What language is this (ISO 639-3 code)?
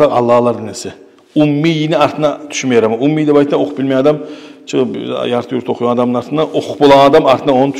kum